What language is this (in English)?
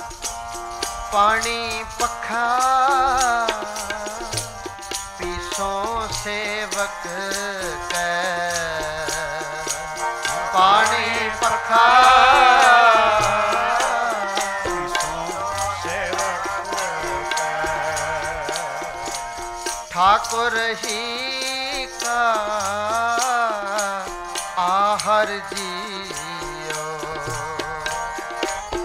Punjabi